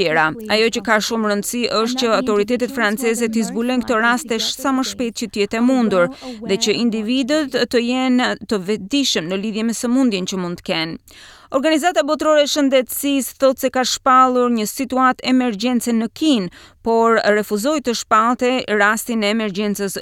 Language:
Albanian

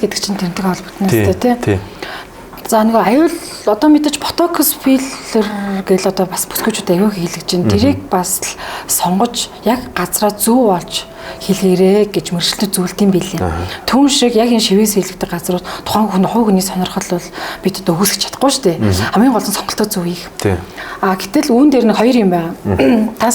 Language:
Mongolian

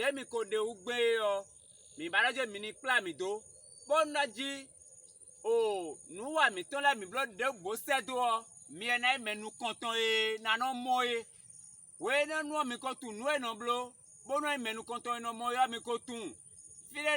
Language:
Fon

